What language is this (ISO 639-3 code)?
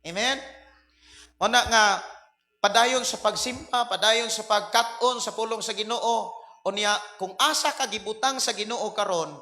ceb